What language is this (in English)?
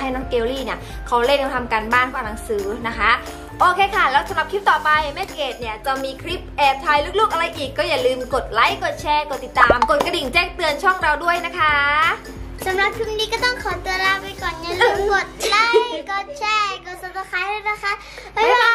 Thai